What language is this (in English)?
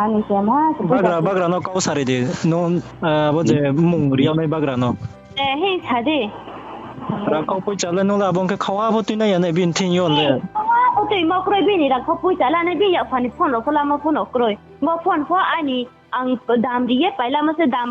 Riang (India)